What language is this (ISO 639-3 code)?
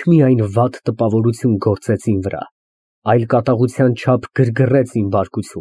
hye